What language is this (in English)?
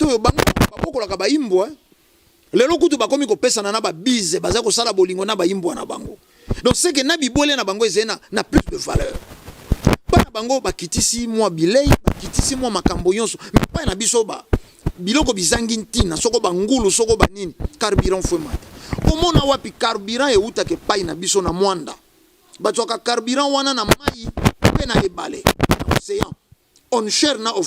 Lingala